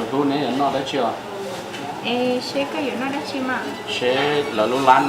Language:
Hmong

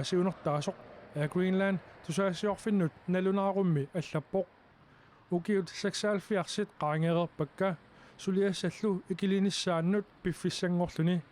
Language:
Kalaallisut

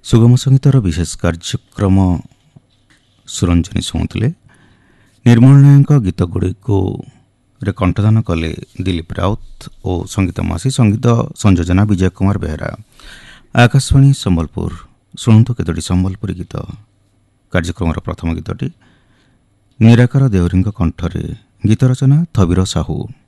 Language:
Odia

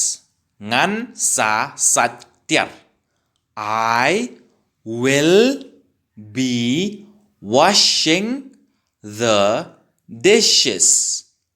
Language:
Khasi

